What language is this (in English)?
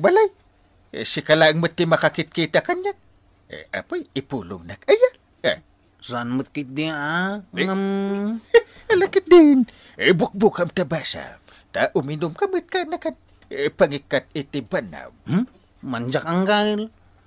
Iloko